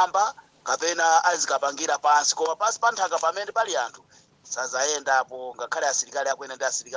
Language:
Nyanja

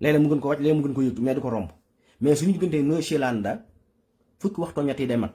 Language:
Wolof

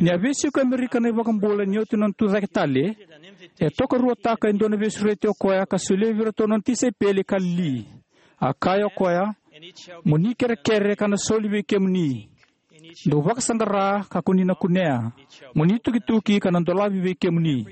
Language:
Fijian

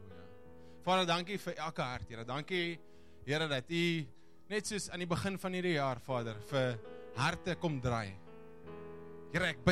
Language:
Afrikaans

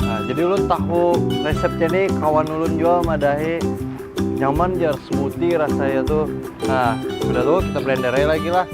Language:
Banjar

